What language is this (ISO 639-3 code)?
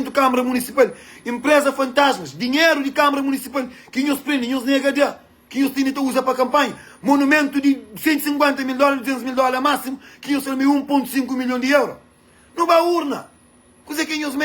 kea